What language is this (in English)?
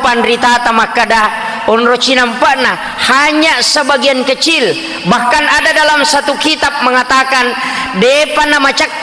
Buginese